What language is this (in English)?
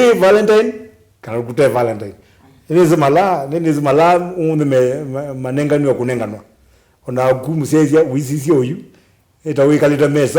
Kamba